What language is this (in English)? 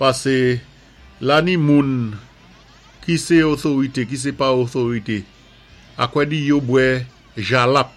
Saint Lucian Creole French